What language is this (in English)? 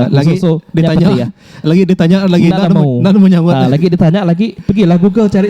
Iban